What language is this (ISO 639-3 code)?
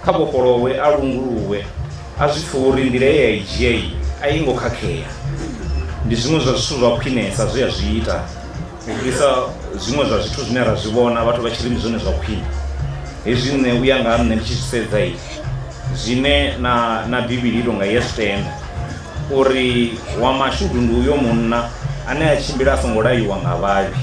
ven